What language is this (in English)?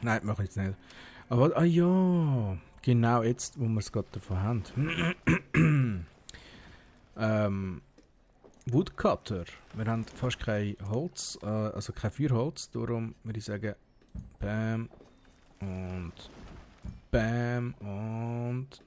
Swiss German